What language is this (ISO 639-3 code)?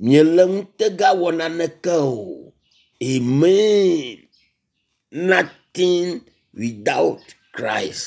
ewe